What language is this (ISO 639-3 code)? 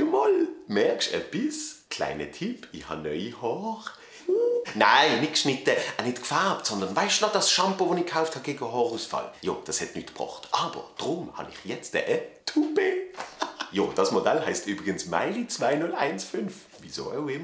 gsw